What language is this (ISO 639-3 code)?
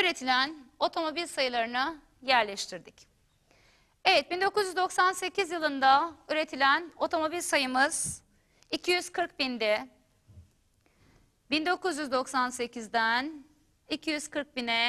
tur